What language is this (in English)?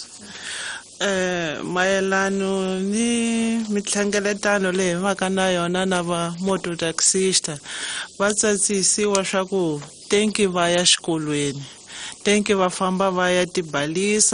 Tsonga